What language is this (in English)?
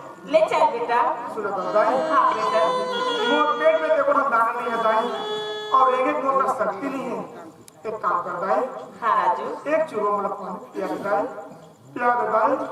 Chhattisgarhi